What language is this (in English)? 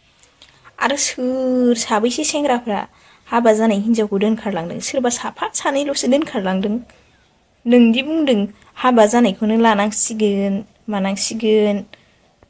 Bodo